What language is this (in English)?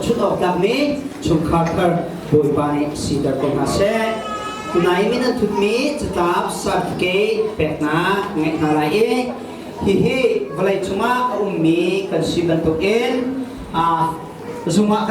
Hakha Chin